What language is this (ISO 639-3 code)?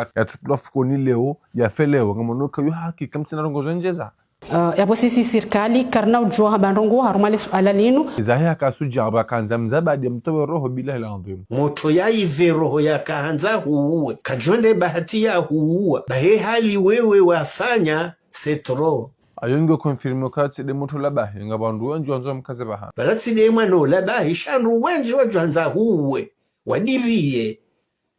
zdj